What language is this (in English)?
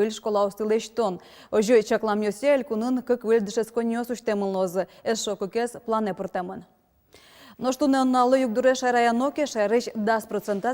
Udmurt